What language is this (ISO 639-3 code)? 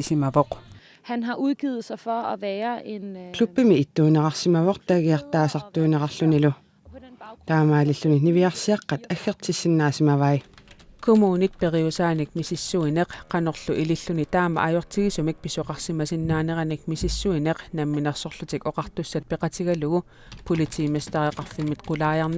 kal